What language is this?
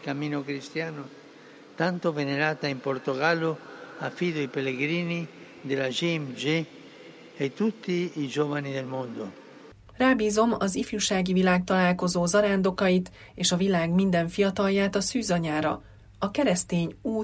Hungarian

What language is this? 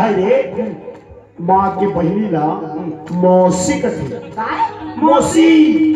Chhattisgarhi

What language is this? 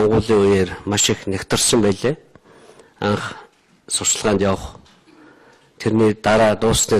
Mongolian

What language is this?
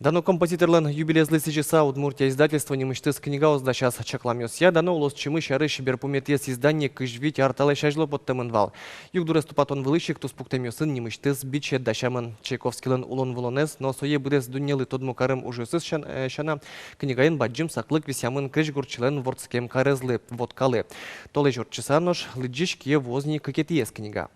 Udmurt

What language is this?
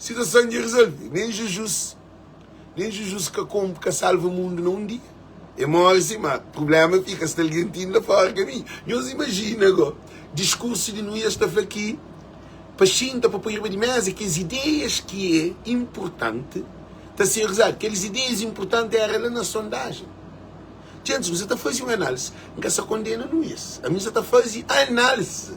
Kabuverdianu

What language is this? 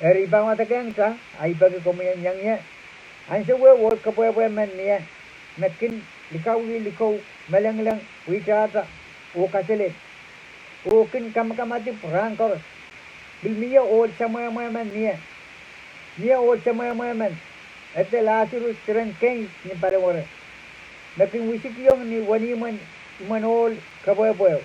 Pohnpeian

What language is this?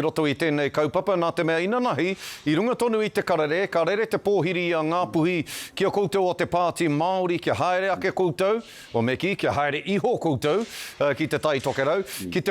Māori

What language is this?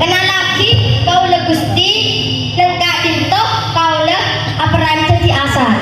Madurese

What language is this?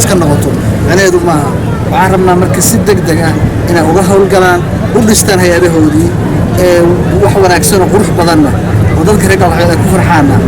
Somali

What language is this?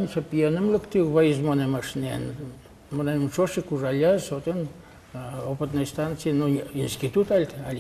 Udmurt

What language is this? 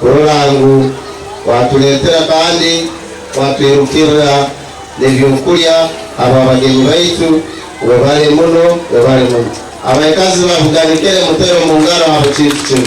Ganda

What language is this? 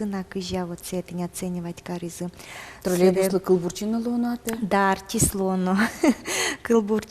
Udmurt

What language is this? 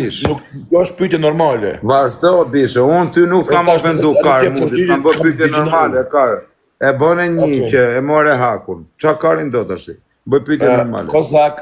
Albanian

